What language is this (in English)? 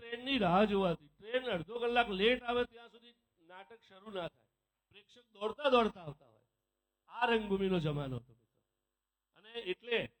Gujarati